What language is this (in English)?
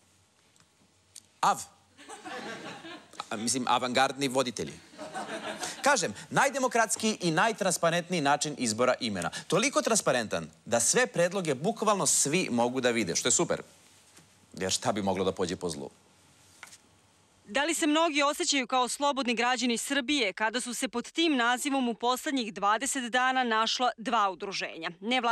Serbian